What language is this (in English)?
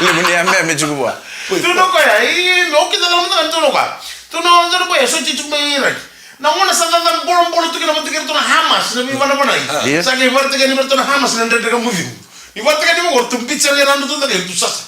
Fijian